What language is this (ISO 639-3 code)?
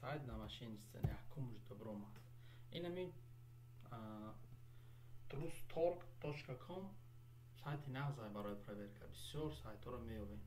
tgk